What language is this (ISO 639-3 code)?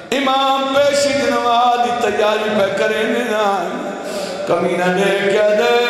lah